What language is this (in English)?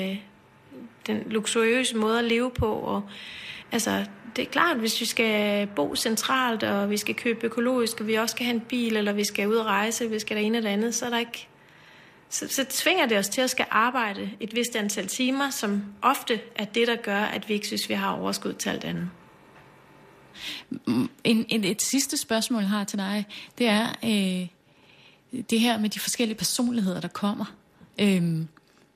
Danish